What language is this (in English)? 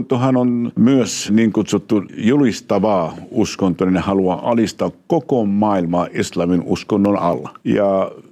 Finnish